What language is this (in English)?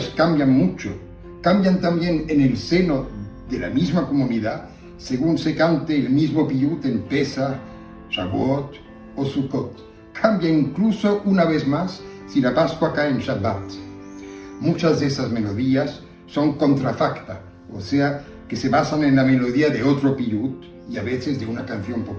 Ladino